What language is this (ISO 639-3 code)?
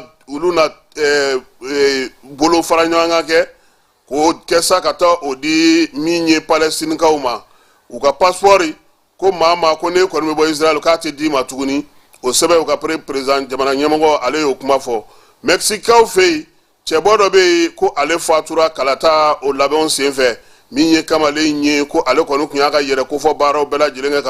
bam